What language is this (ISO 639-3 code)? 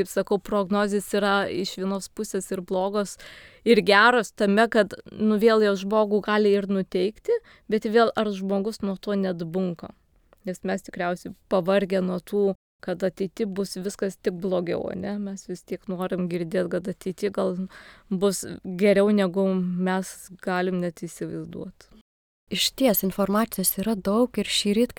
lit